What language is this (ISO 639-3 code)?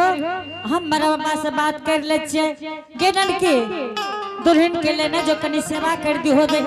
anp